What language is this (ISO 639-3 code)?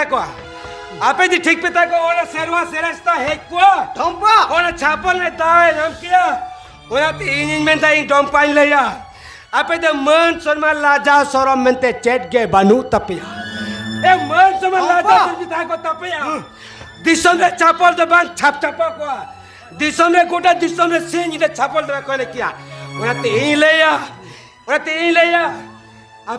sat